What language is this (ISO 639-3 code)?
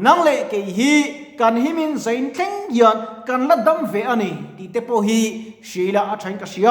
lus